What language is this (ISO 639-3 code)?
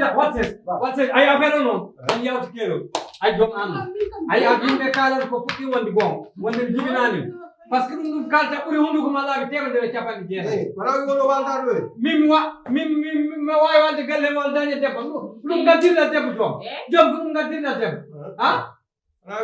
ful